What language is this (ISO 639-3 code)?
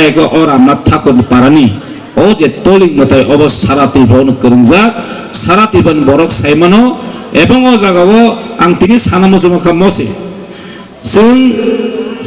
trp